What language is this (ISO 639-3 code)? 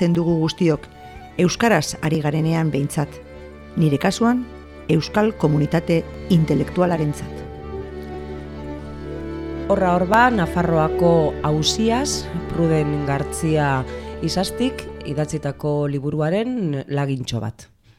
eus